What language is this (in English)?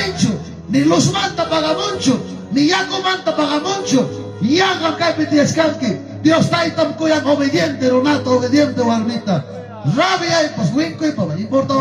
Ayacucho Quechua